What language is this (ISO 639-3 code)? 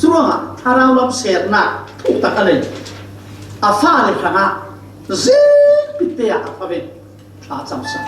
cfm